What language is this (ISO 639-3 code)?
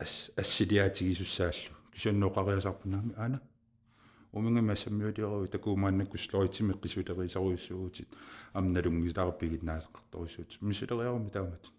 kal